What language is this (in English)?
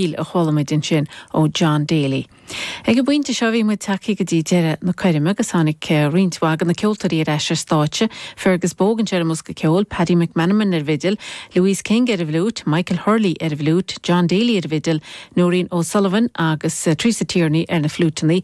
Irish